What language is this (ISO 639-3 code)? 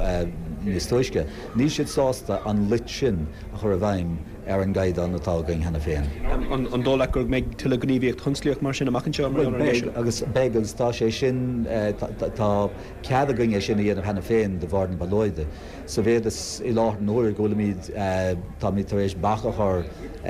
gle